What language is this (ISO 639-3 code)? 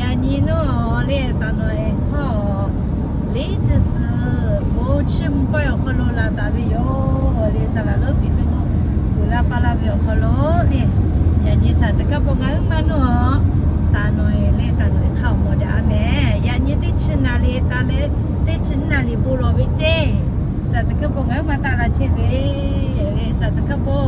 lhu